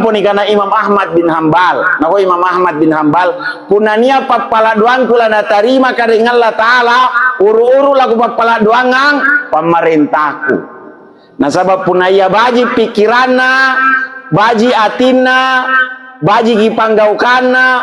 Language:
Makasar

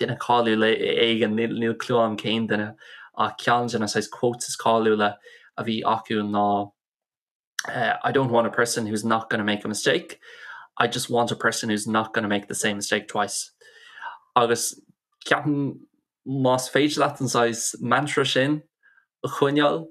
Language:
Irish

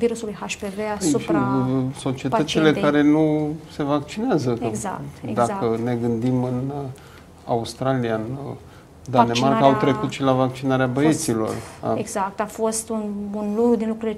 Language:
Romanian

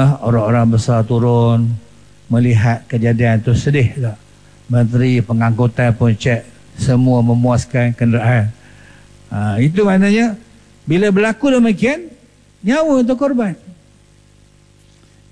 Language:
Malay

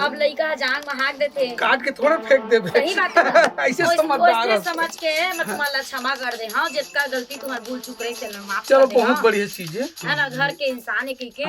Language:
Chhattisgarhi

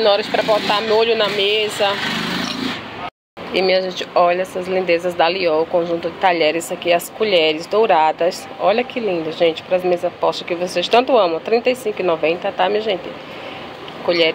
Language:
Portuguese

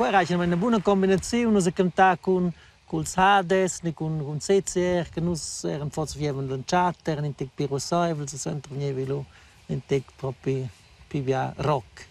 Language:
Romansh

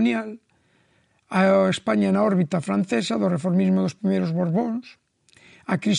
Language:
Galician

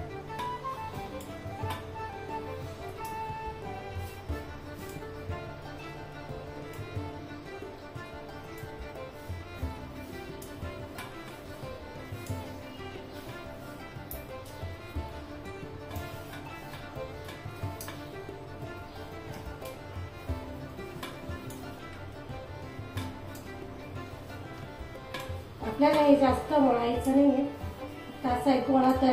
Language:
Marathi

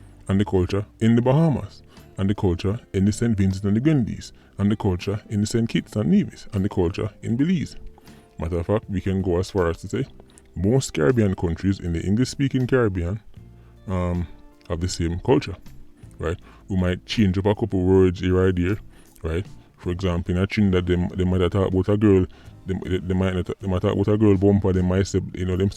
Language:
Jamaican Creole English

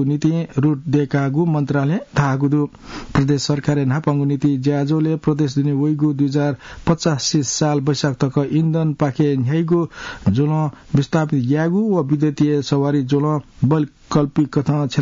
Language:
Newari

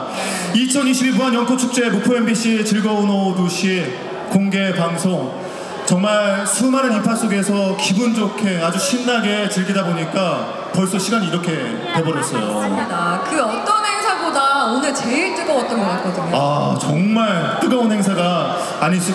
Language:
Korean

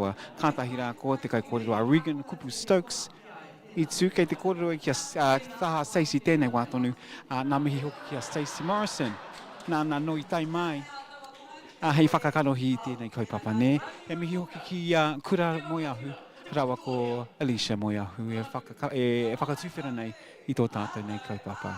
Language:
Māori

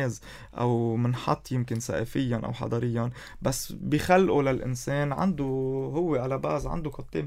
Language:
North Levantine Arabic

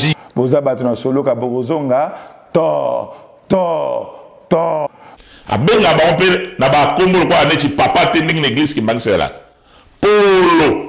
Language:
Lingala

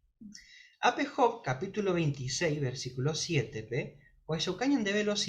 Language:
Guarani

